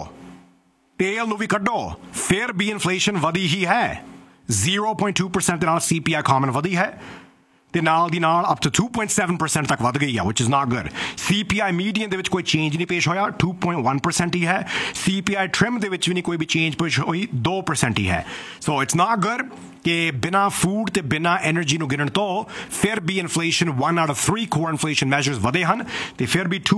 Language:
Punjabi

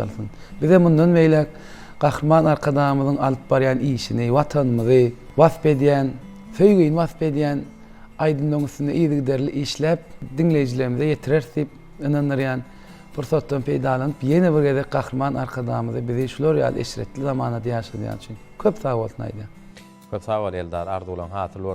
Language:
Turkmen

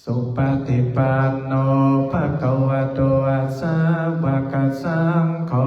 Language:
Pali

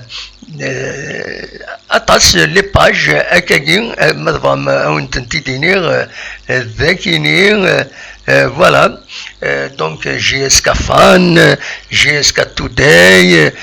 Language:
Kabyle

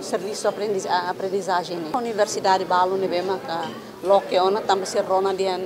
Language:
Tetum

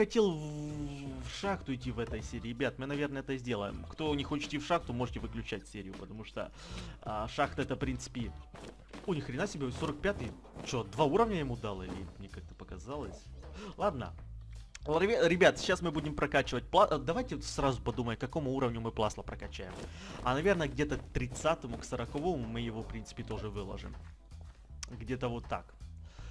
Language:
Russian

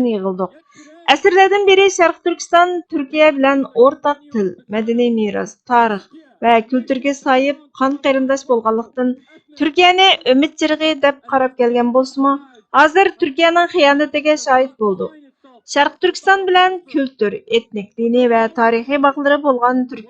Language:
Uyghur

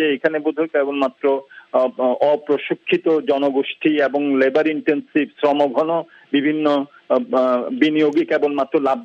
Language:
Bangla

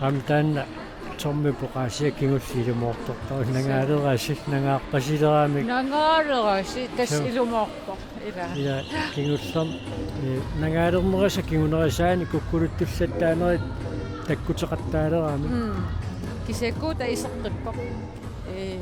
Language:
Kalaallisut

